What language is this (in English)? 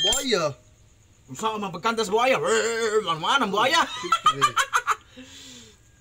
Cebuano